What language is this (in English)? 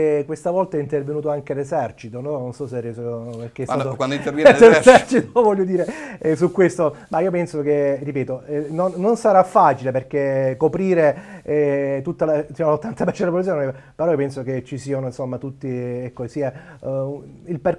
Italian